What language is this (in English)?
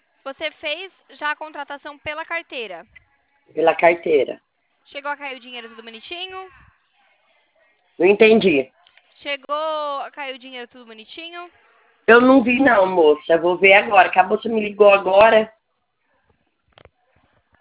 Portuguese